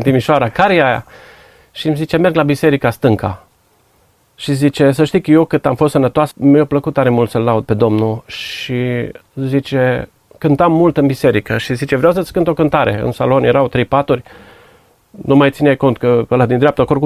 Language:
Romanian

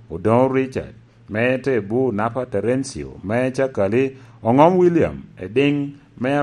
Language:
Lango (Uganda)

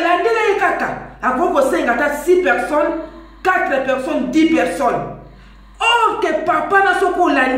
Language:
Lingala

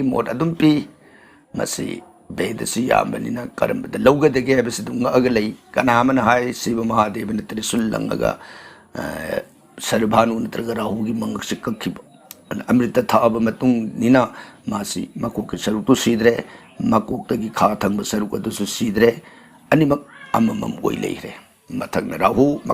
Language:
Manipuri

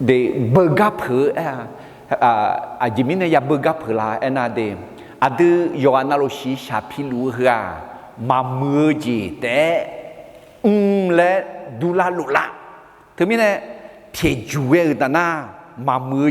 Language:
Akha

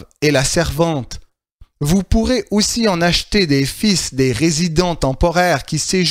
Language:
French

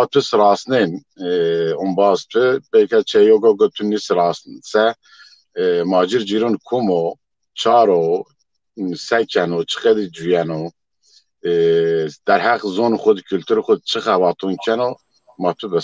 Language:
Zaza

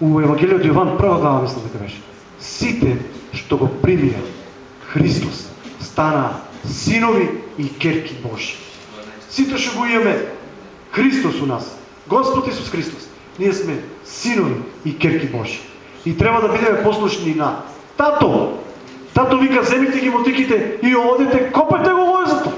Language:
Macedonian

